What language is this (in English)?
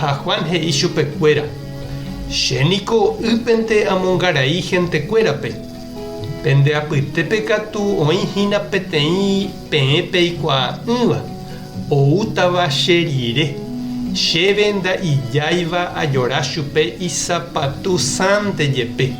Guarani